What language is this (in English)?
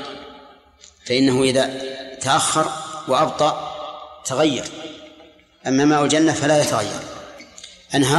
Arabic